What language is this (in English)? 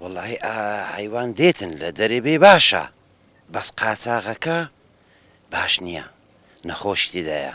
Central Kurdish